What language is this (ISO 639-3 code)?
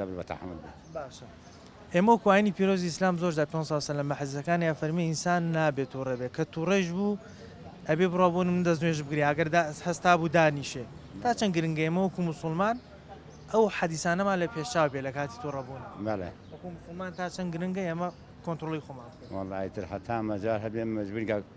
ckb